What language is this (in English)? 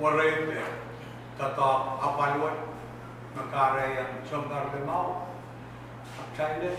Pohnpeian